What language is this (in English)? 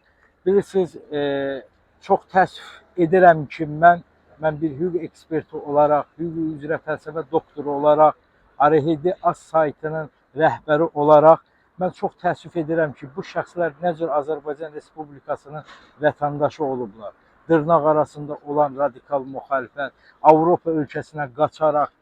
Azerbaijani